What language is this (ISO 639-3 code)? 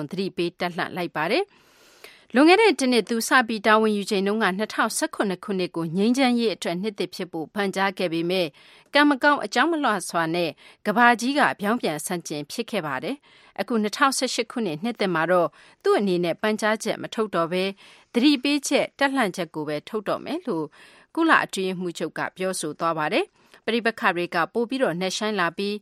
mya